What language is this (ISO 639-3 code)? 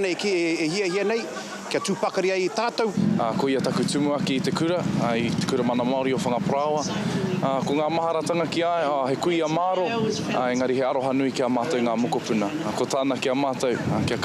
mri